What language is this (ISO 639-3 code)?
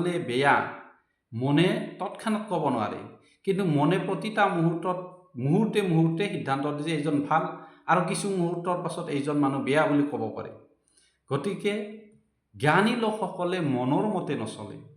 asm